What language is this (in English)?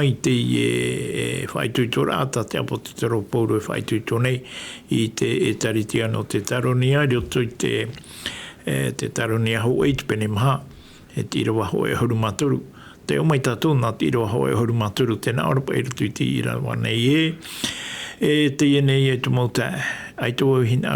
Tahitian